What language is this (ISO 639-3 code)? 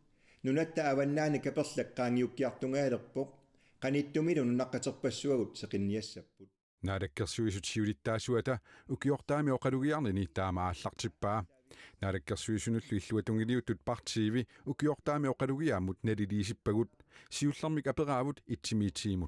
kal